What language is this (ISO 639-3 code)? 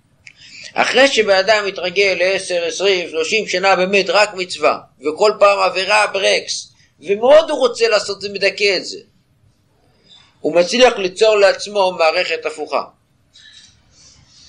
heb